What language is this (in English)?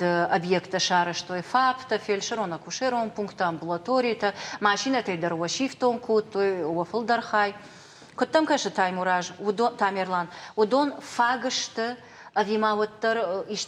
Ossetic